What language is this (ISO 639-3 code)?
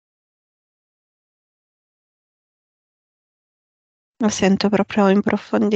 ita